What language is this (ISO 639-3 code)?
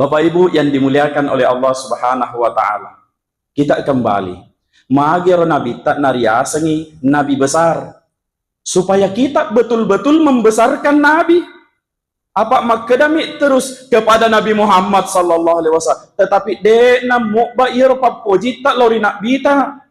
bug